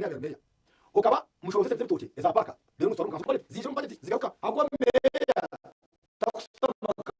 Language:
Nyankole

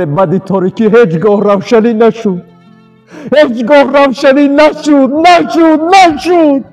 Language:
Tajik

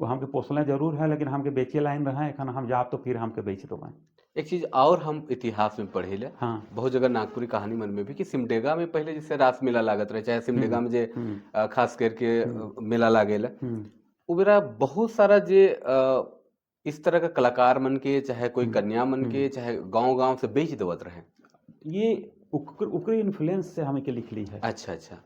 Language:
Sadri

